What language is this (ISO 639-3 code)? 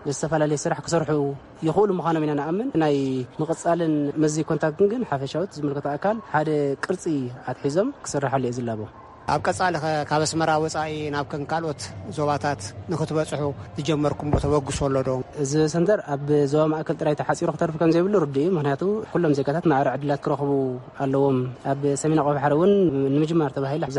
tir